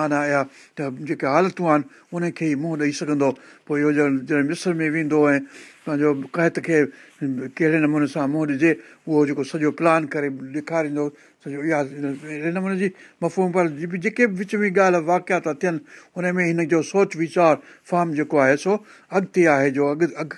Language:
Sindhi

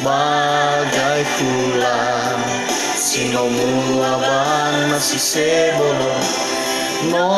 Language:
Nias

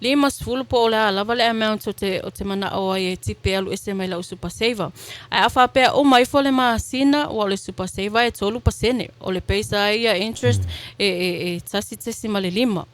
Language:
Samoan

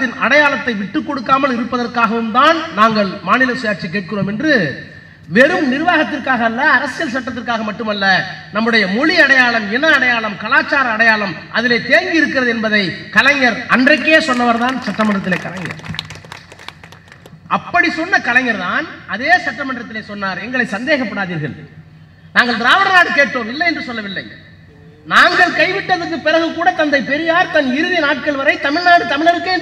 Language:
Tamil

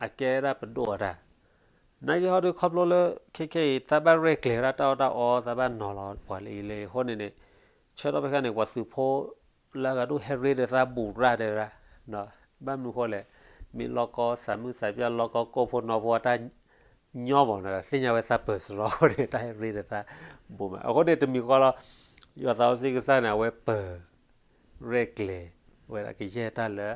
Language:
S'gaw Karen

